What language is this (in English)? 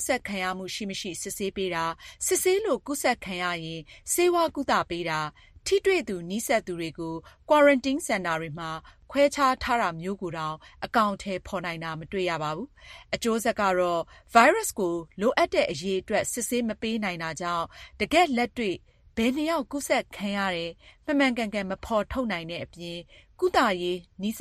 Burmese